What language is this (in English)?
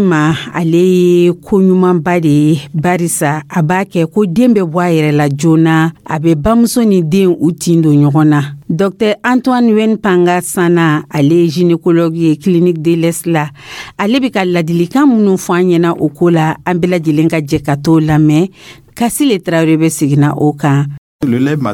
Dyula